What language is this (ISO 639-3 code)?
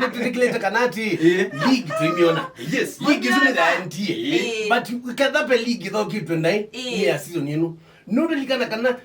kam